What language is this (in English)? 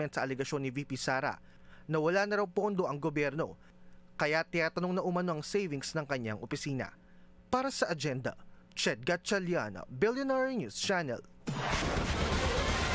Filipino